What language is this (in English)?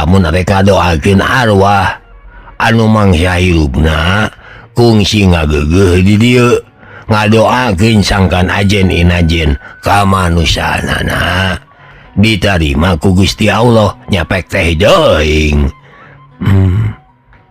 Sundanese